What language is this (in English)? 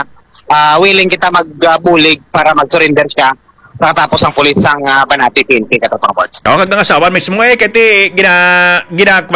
Hiligaynon